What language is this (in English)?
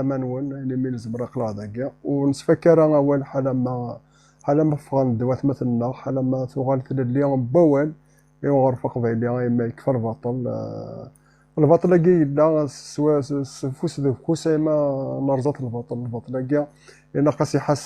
Kabyle